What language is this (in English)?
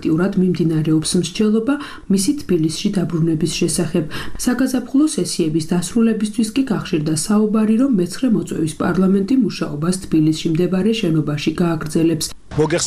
Georgian